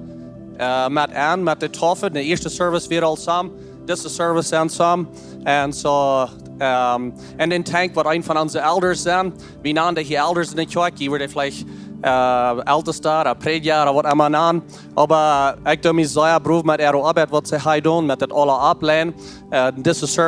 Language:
Plautdietsch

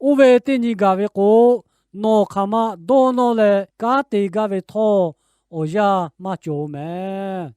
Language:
Lahu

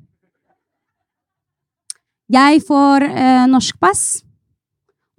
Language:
Norwegian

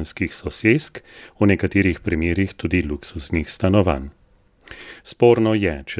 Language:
Slovenian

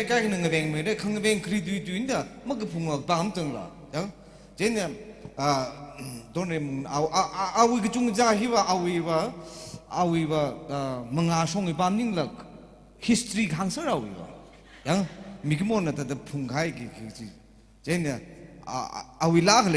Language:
Tangkhul Naga (India)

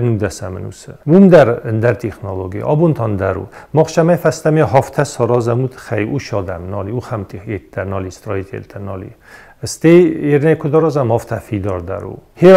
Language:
Ossetic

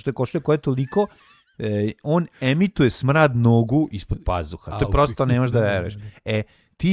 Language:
Serbian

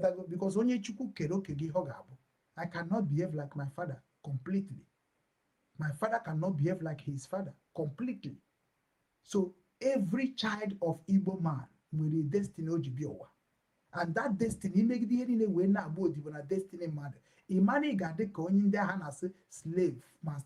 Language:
Igbo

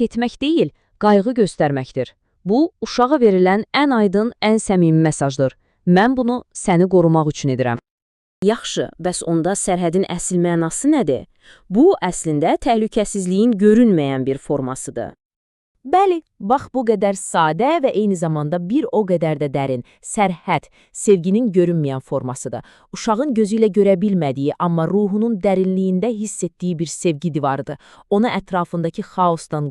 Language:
Azerbaijani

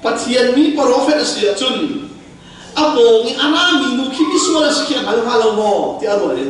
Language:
Hakha Chin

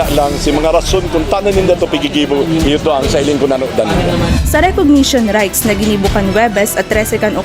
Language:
Bikol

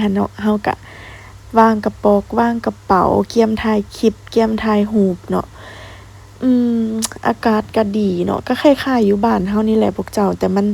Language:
Lao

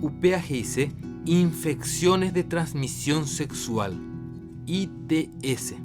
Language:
Guarani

